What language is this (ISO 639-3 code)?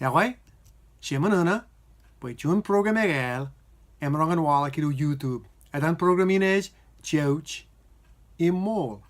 mah